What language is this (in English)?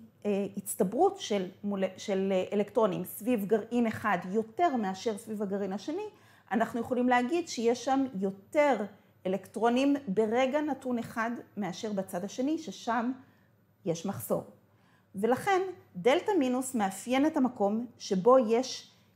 Hebrew